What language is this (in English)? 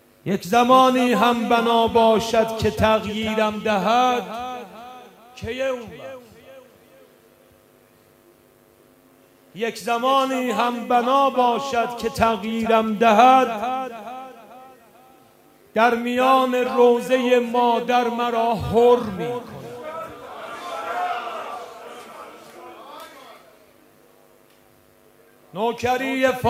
Persian